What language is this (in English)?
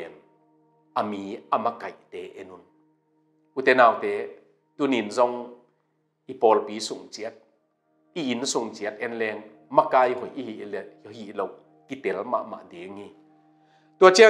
Tedim Chin